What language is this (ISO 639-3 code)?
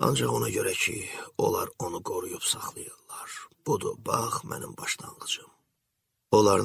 aze